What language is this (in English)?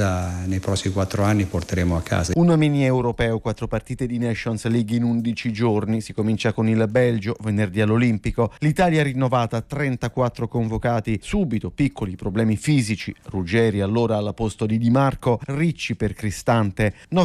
Italian